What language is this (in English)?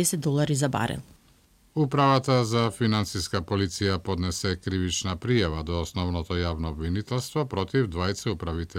Macedonian